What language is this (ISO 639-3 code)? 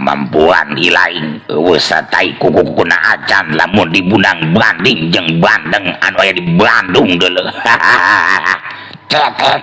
sun